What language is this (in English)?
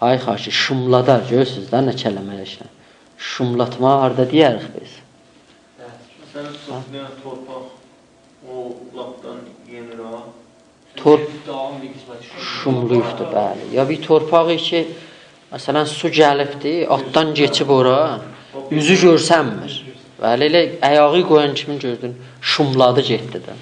South Azerbaijani